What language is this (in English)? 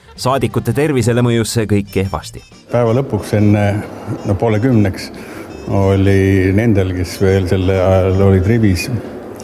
Estonian